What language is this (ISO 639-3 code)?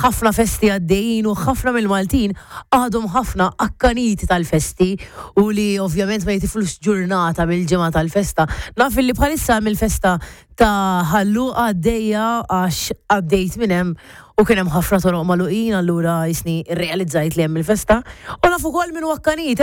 mlt